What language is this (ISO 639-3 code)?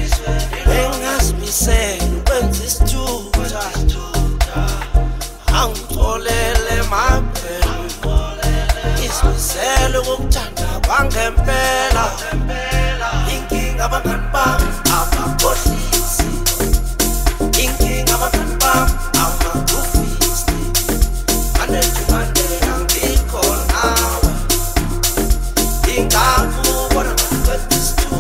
zul